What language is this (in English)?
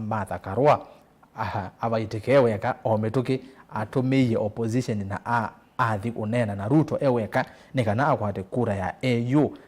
Kamba